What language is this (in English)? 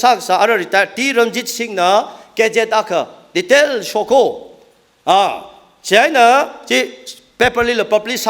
Tangkhul Naga (India)